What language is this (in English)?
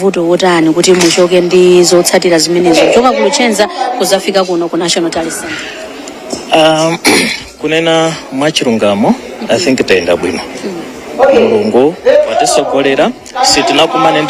Nyanja